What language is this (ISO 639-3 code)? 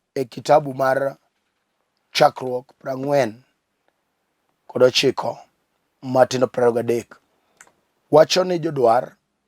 luo